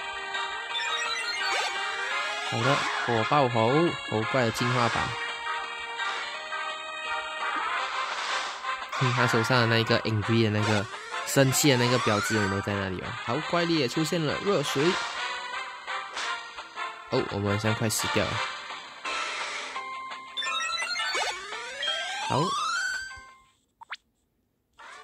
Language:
Chinese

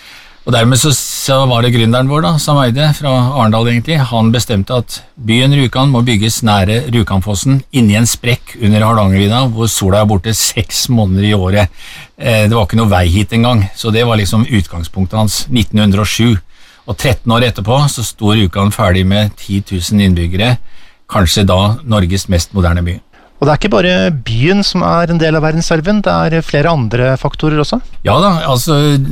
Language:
Norwegian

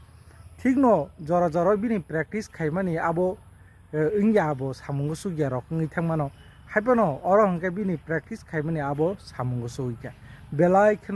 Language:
Kok Borok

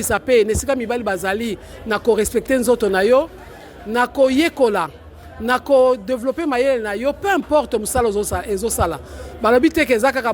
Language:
Lingala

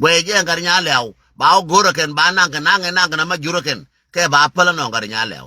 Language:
Nuer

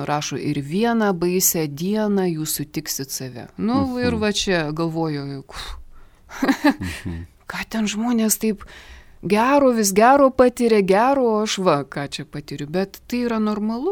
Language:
Lithuanian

